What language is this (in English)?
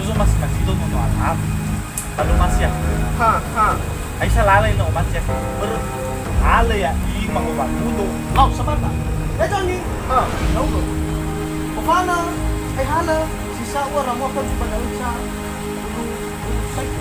Nias